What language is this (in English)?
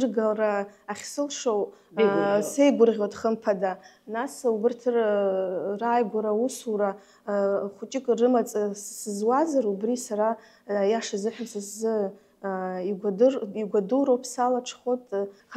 Abkhazian